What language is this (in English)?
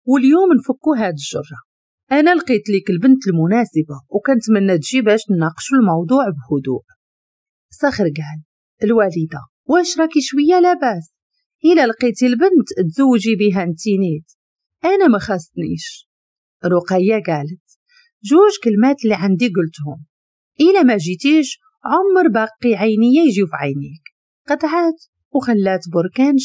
Moroccan Arabic